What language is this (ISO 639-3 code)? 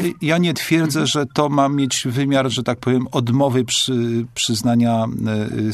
pol